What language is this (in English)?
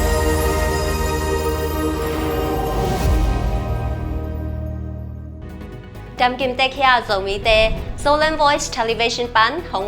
Tedim Chin